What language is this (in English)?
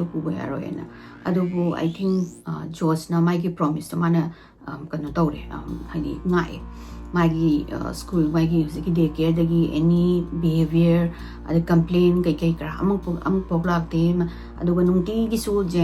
Manipuri